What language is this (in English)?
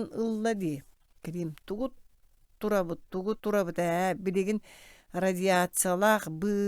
Yakut